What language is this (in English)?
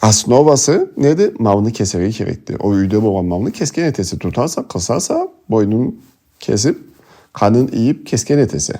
Karachay-Balkar